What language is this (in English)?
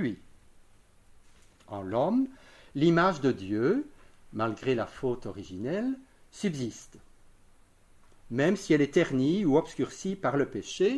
French